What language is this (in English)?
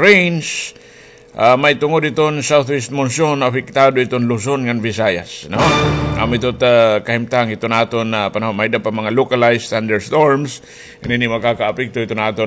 Waray